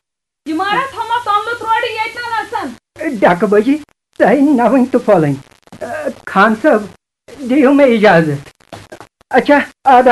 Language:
Kashmiri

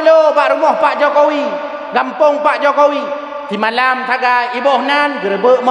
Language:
Achinese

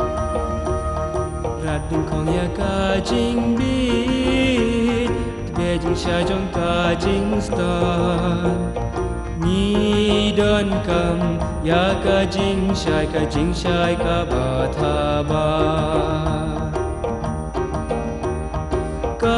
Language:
Khasi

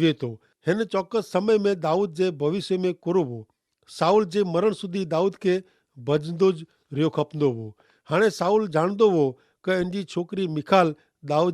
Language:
Kachhi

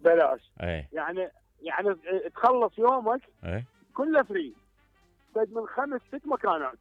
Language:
Mesopotamian Arabic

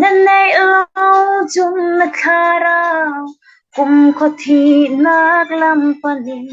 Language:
Falam Chin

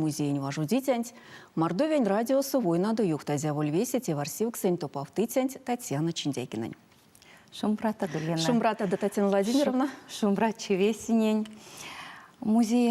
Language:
Erzya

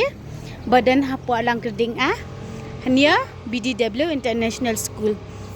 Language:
Khasi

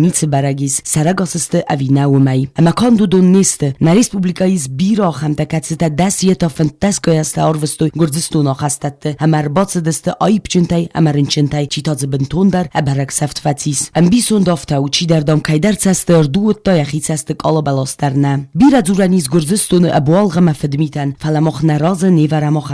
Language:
Ossetic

